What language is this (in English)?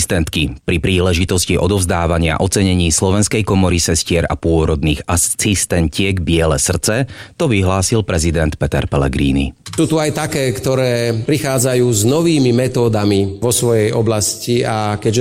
Slovak